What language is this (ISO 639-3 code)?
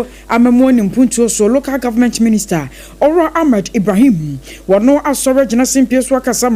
aka